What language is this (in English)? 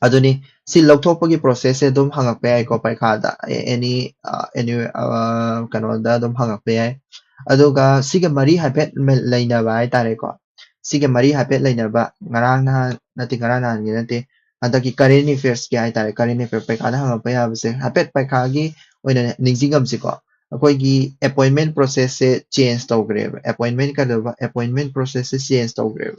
Manipuri